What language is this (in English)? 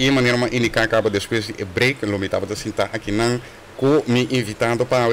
Papiamento